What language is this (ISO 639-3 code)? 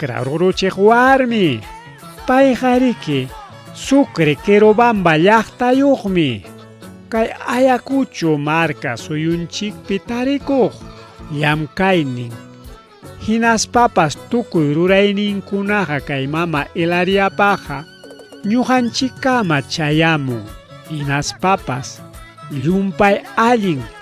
quy